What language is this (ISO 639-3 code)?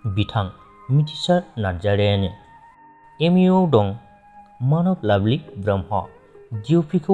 brx